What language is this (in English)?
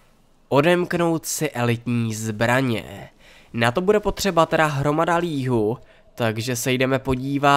Czech